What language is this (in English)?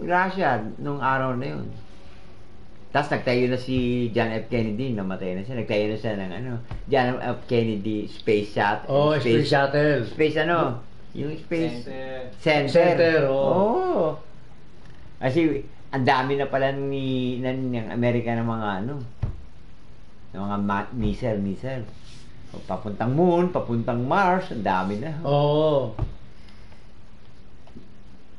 Filipino